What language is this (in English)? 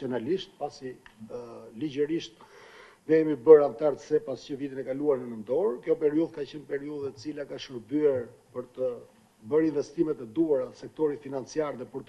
Albanian